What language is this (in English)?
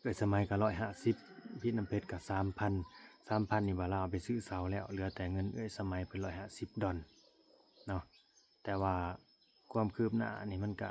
Lao